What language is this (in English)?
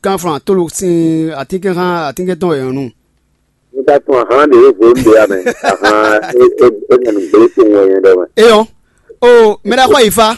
Fon